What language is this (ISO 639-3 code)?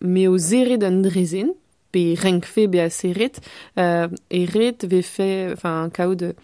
bre